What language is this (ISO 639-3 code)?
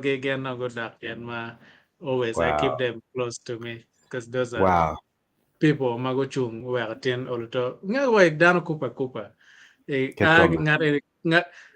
ach